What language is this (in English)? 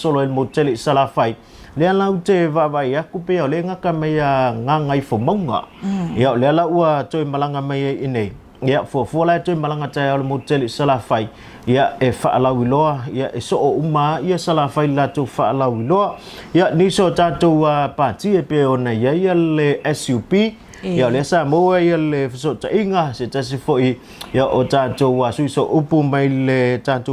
Samoan